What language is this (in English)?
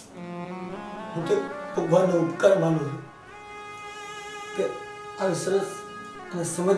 Gujarati